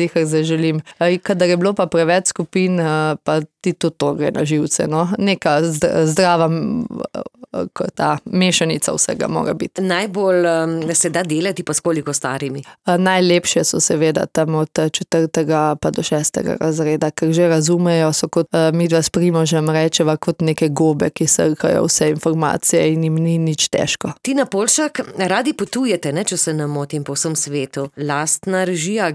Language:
Slovenian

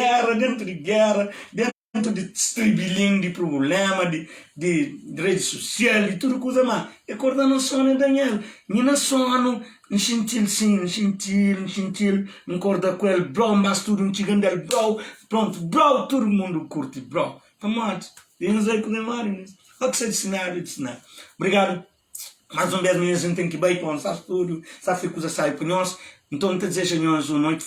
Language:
Kabuverdianu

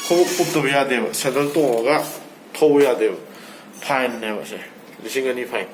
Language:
Manipuri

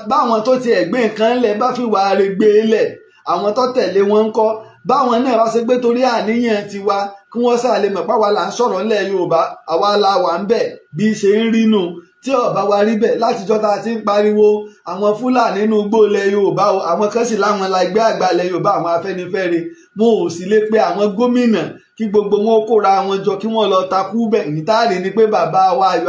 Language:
Yoruba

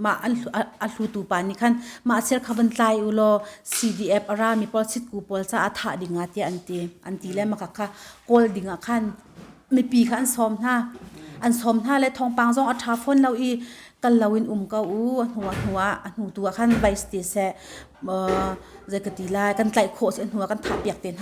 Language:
Hakha Chin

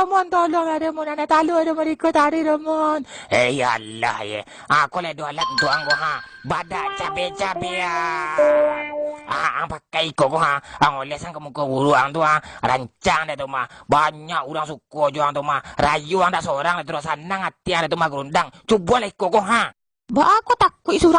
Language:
Minangkabau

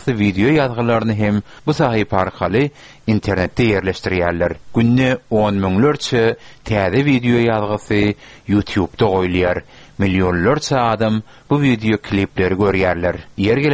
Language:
Turkmen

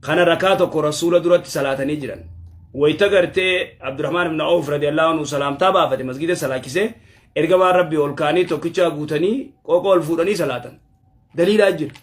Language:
Oromo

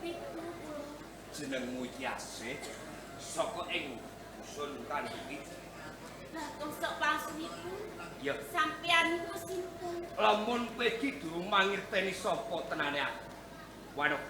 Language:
Javanese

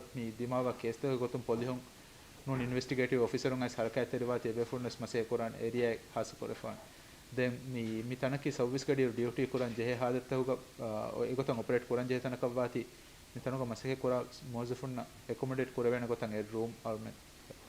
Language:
Divehi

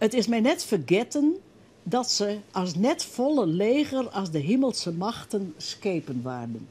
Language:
Western Frisian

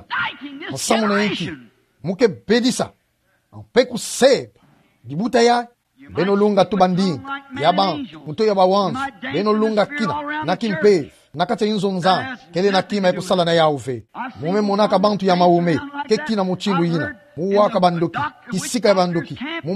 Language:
Kituba (Democratic Republic of Congo)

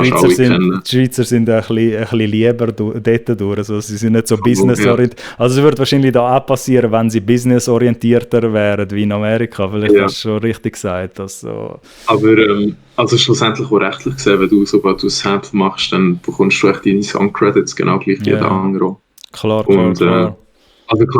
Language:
Swiss German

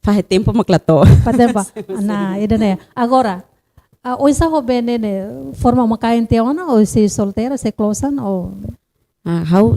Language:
Tetum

